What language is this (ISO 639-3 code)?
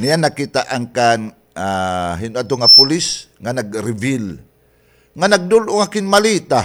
war